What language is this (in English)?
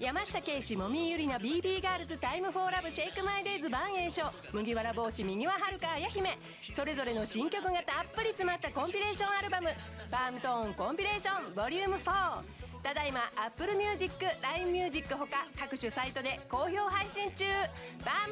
Japanese